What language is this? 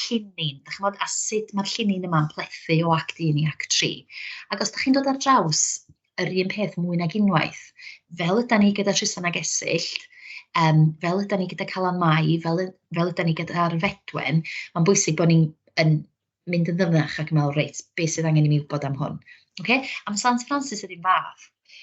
Welsh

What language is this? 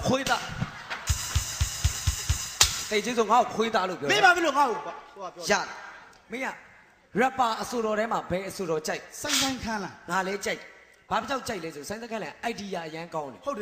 Burmese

